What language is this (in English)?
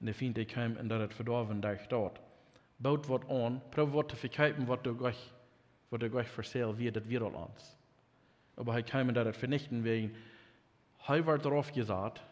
Plautdietsch